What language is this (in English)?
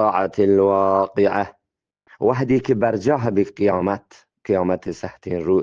Eastern Balochi